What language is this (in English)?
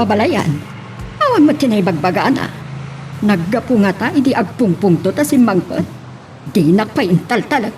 Iloko